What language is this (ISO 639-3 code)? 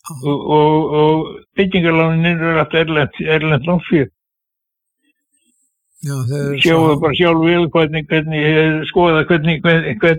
isl